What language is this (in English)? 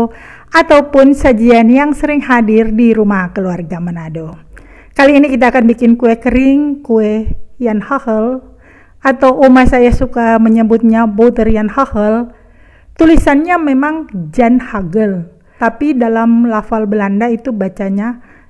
Indonesian